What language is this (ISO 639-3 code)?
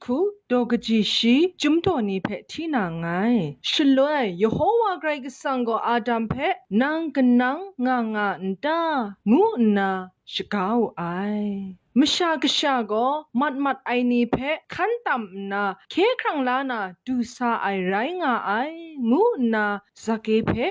kac